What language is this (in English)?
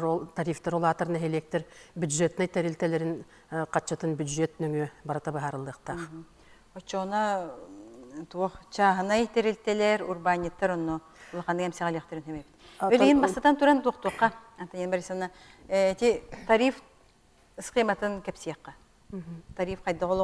Yakut